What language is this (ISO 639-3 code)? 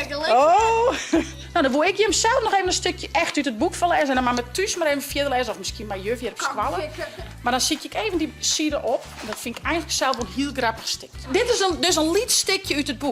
fry